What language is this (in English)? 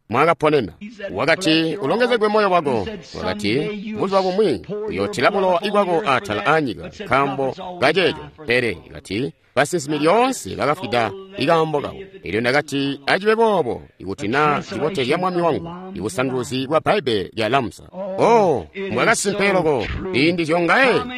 Tonga (Zambia)